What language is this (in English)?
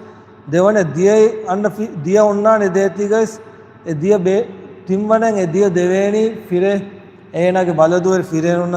Divehi